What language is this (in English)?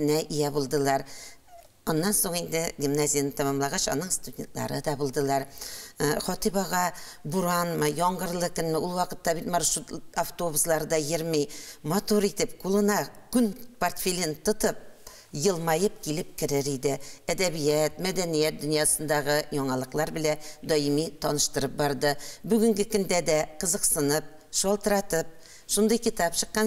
Tatar